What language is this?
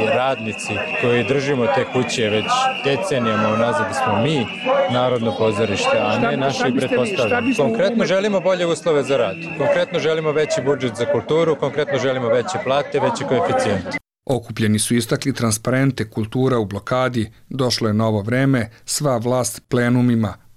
Serbian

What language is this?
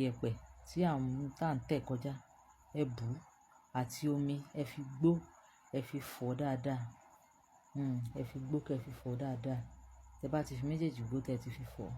Yoruba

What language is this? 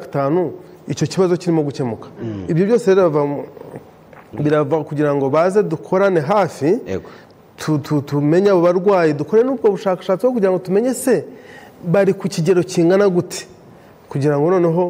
Kinyarwanda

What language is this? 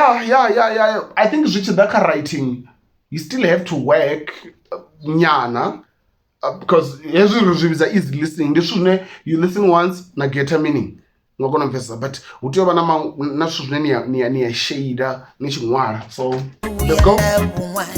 Venda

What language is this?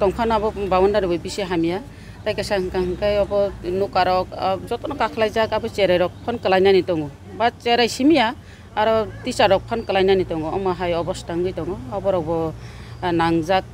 Kok Borok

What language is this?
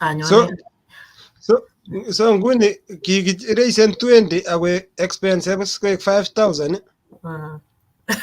Kalenjin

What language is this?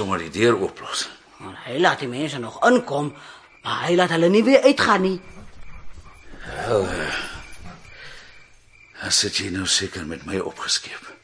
Afrikaans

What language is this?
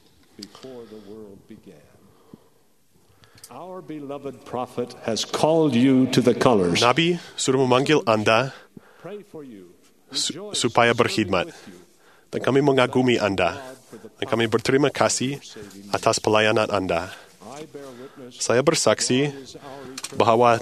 Malay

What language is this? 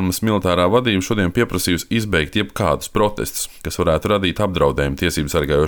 Latvian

